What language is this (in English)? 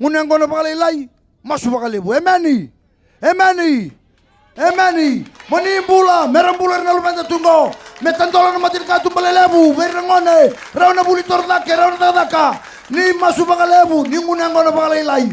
Fijian